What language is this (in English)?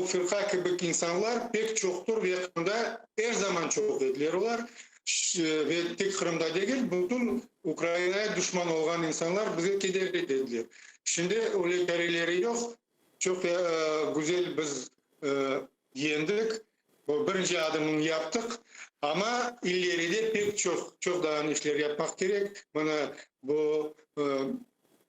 Crimean Tatar